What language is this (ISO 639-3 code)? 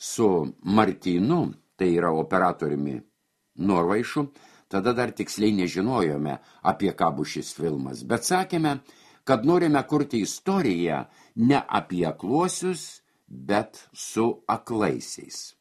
lit